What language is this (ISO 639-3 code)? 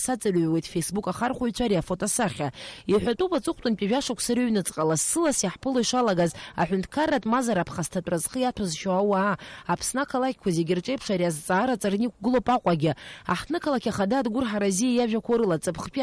abk